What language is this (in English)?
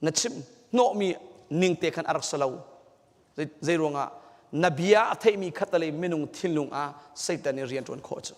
Hakha Chin